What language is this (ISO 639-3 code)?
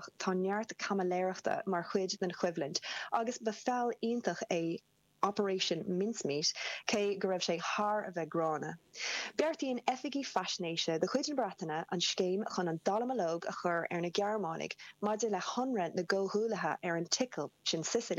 gle